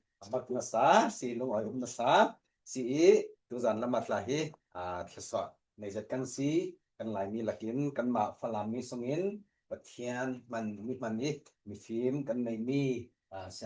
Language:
Falam Chin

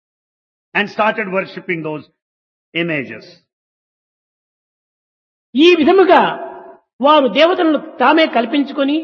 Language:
Telugu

